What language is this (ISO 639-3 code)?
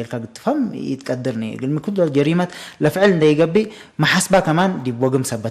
tig